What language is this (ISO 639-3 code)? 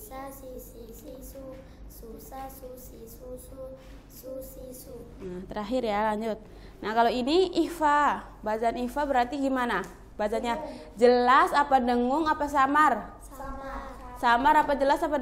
ind